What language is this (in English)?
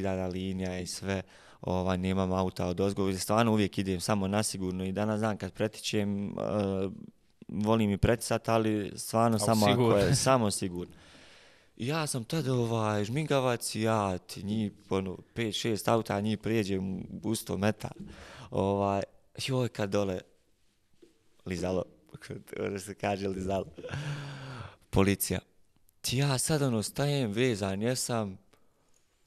Bosnian